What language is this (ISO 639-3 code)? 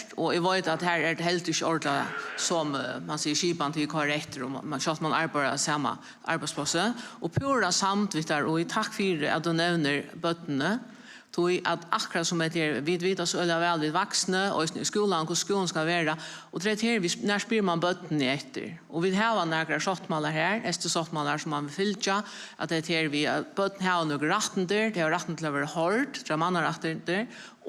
fao